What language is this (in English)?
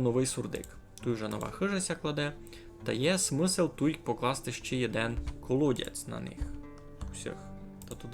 Rusyn